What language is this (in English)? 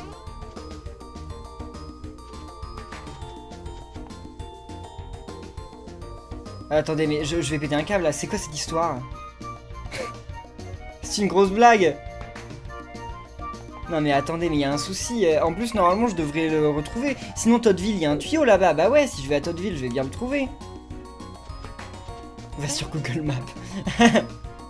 French